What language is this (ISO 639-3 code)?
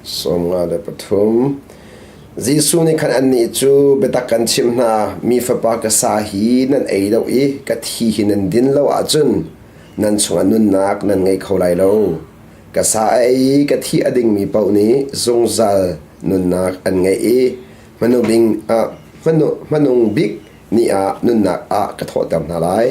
cnh